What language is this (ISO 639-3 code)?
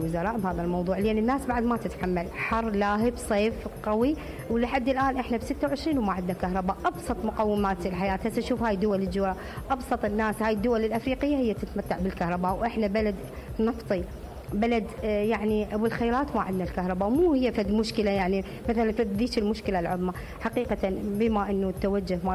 acm